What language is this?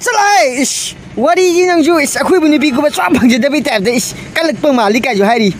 Manipuri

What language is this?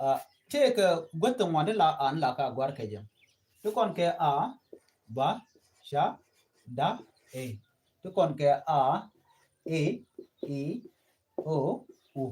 Nuer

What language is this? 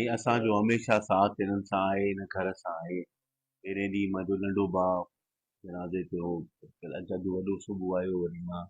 Sindhi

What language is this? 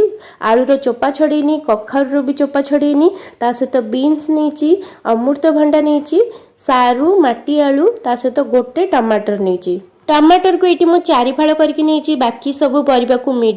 Odia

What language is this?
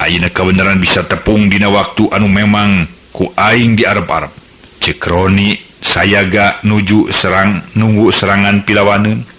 Sundanese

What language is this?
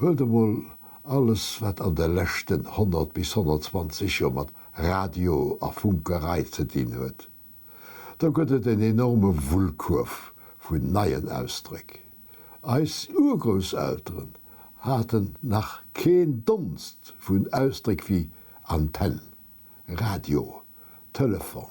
Luxembourgish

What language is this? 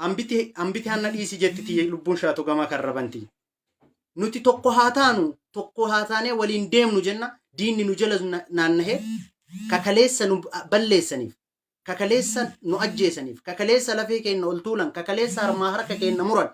Oromo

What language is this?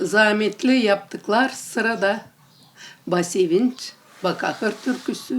Gagauz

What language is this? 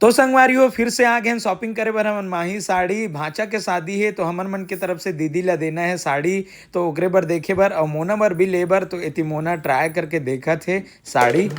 Chhattisgarhi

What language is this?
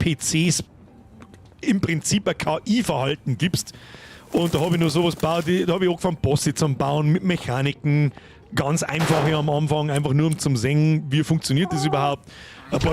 Bavarian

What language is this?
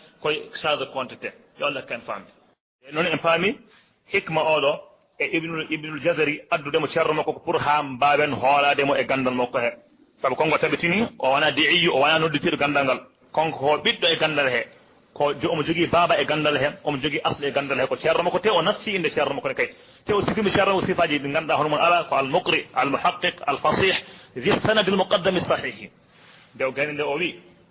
Fula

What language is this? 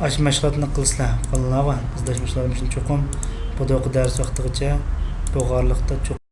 Uyghur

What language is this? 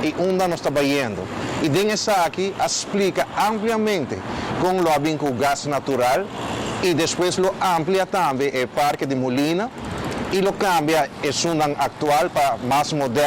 Papiamento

